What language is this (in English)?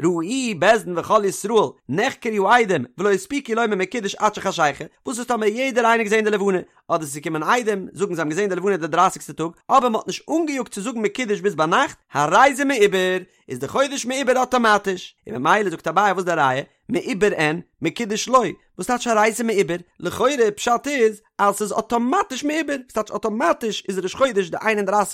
Yiddish